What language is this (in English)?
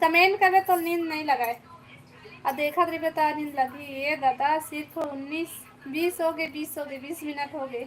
Chhattisgarhi